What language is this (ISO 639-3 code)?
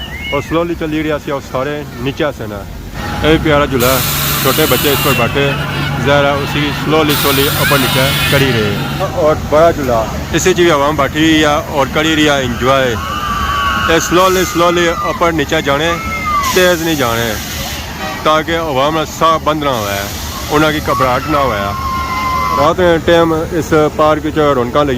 phr